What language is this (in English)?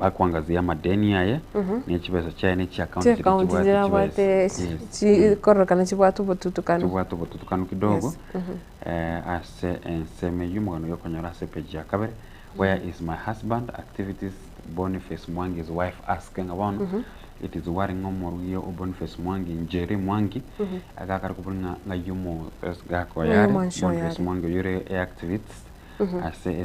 Gusii